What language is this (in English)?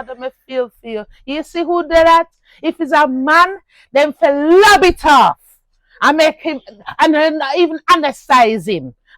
Jamaican Creole English